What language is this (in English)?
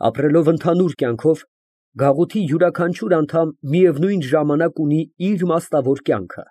Armenian